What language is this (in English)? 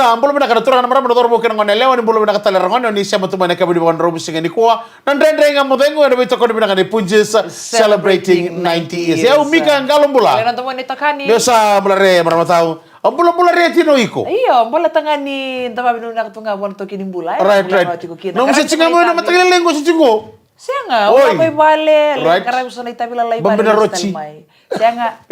Fijian